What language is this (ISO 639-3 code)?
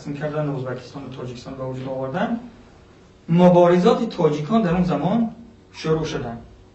fas